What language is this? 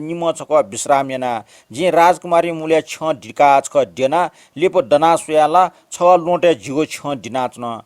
Newari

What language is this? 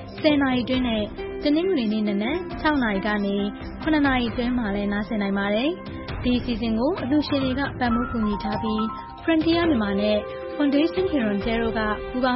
Burmese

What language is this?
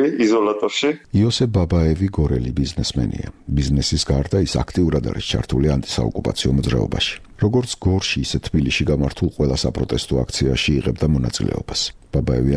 Georgian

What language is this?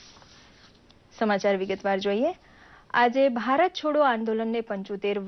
Gujarati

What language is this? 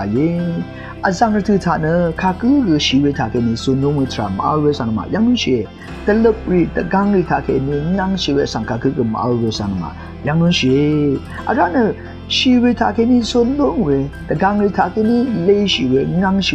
Rawang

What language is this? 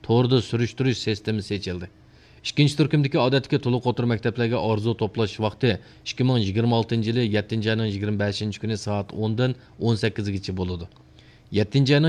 Uyghur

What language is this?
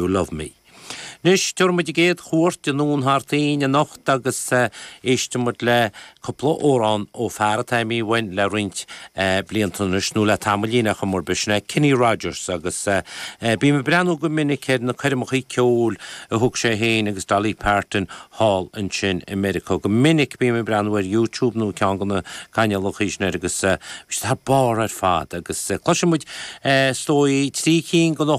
Irish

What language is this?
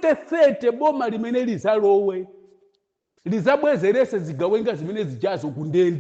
Nyanja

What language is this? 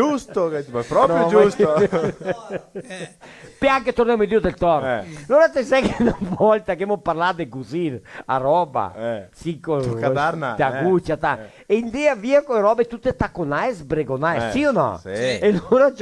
Venetian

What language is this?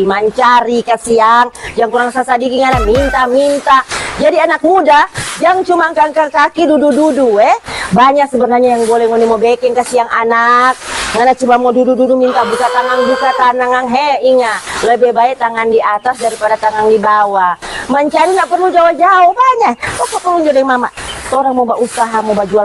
Manado Malay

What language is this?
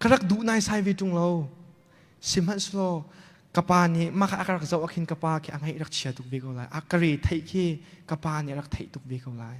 Hakha Chin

